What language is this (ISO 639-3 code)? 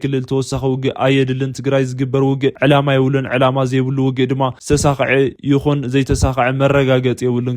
tir